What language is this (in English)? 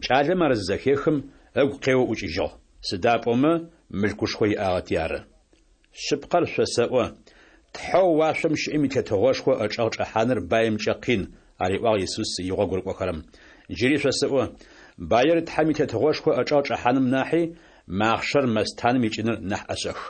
Adyghe